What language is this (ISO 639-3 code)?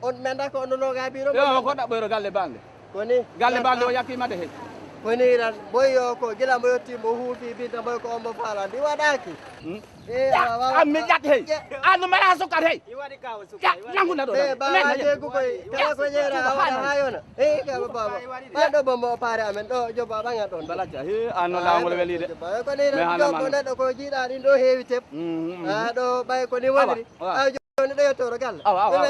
ful